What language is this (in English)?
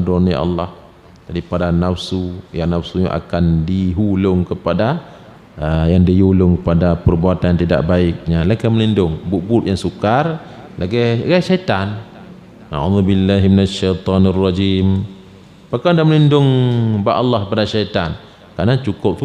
Achinese